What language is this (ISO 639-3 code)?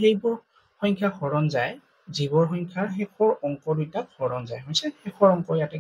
asm